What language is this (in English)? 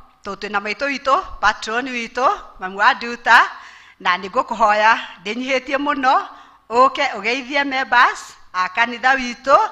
Kikuyu